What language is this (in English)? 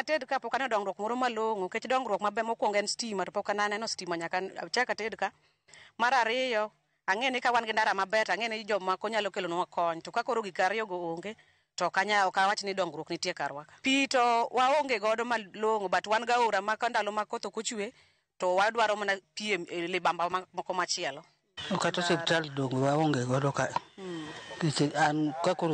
Luo (Kenya and Tanzania)